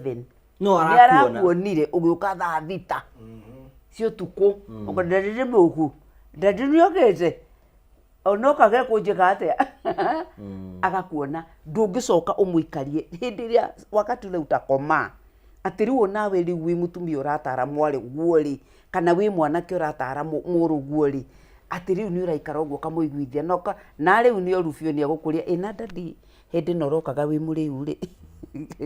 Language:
Kikuyu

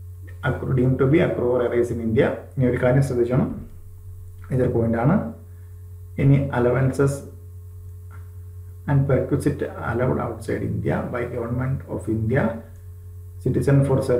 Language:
Malayalam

